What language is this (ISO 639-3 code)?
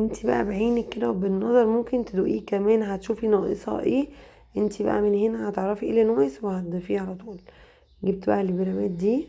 arz